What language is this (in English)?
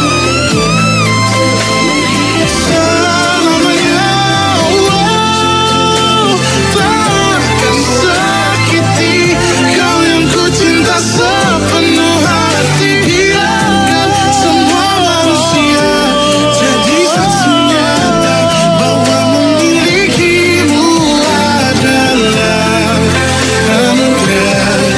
Indonesian